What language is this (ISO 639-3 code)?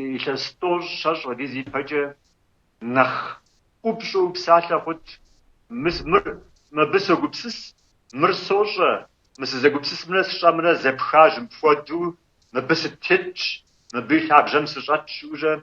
kbd